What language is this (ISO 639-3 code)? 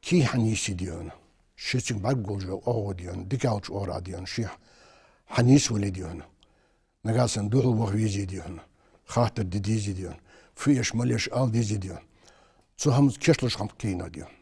inh